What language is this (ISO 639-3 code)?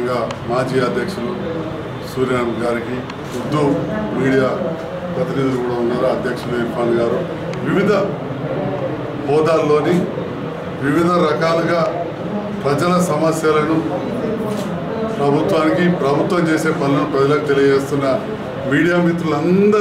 tel